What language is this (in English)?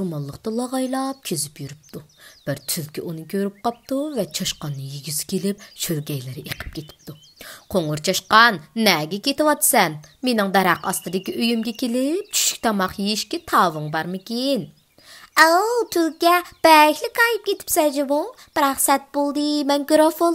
Uyghur